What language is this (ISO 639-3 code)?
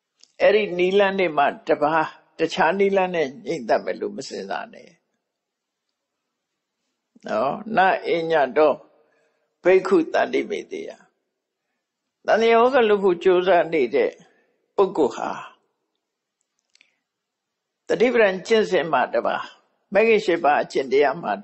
mya